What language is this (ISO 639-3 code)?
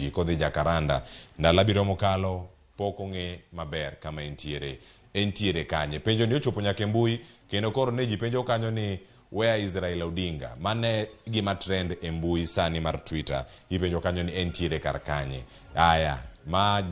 luo